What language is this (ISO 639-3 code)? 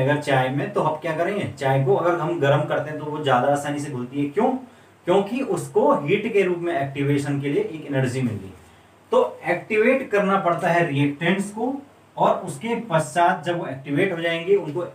hin